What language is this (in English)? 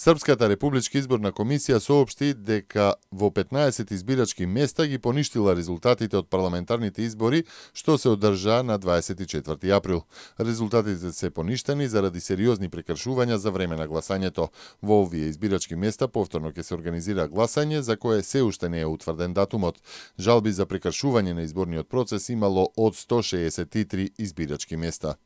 Macedonian